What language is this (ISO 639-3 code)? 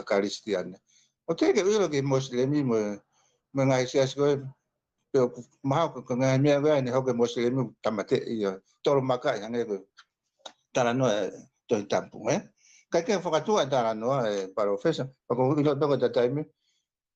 ton